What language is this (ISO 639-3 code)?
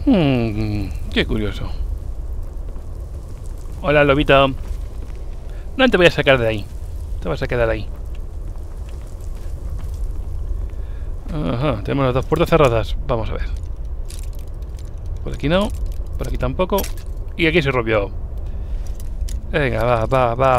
spa